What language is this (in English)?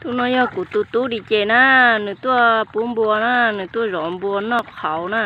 Hmong